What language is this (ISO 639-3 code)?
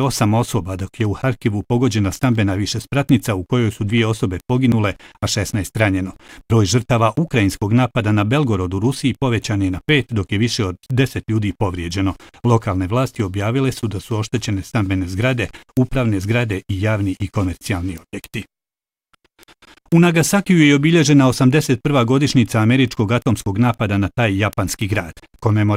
bos